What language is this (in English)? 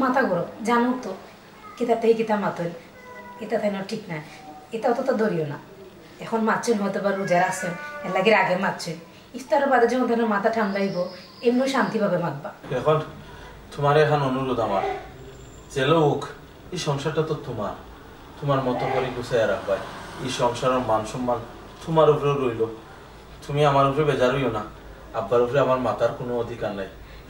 Sylheti